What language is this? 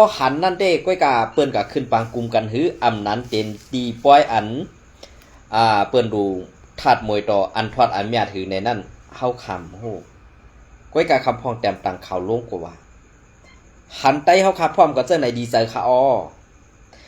Shan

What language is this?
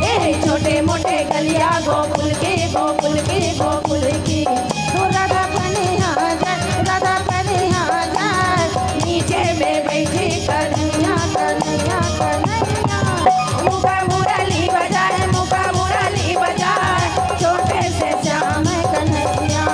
Chhattisgarhi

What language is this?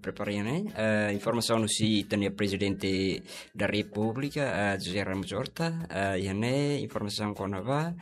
Tetum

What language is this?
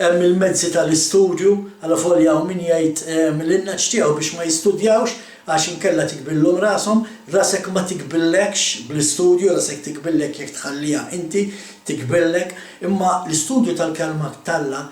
Maltese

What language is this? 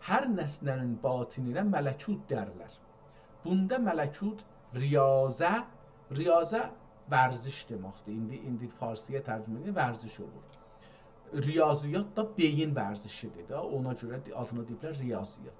South Azerbaijani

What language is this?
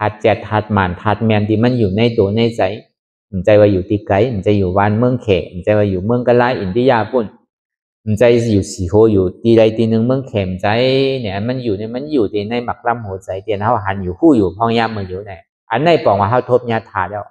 Shan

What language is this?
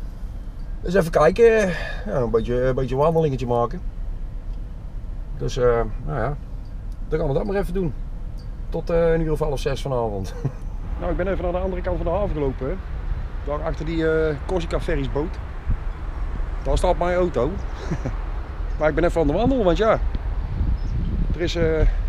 Dutch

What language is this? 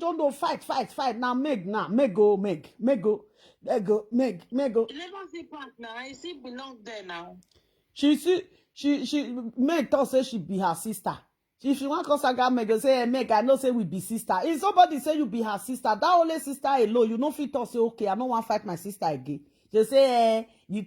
Nigerian Pidgin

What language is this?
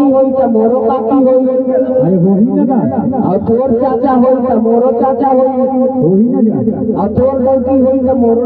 Chhattisgarhi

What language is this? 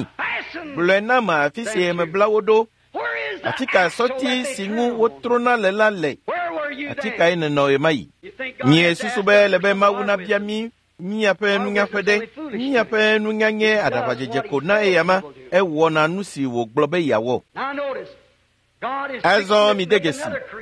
Ewe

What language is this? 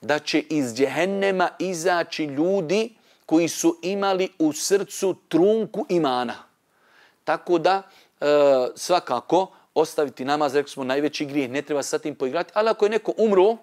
Bosnian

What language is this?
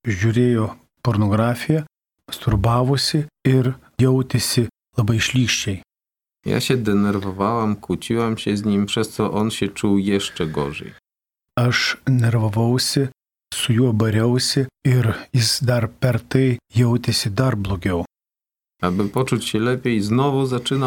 Lithuanian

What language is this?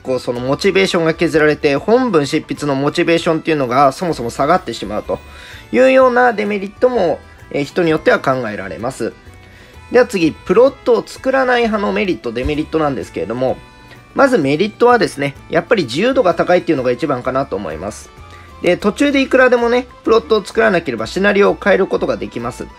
Japanese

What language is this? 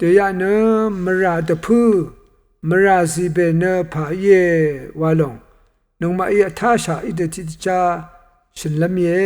Rawang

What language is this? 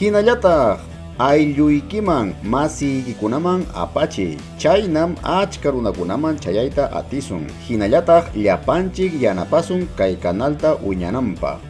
Ayacucho Quechua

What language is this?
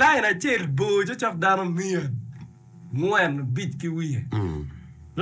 Acoli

